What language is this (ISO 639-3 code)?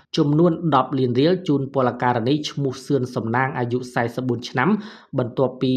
khm